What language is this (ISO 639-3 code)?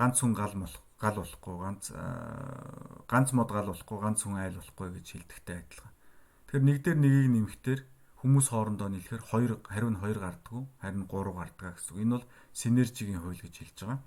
mon